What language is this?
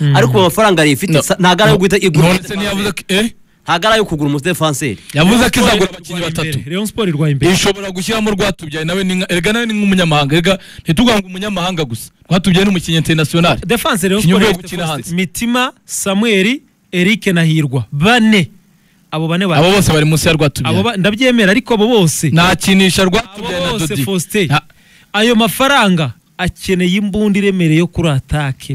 Kinyarwanda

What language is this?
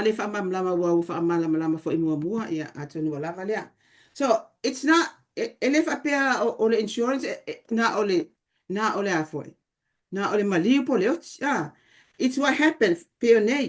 Samoan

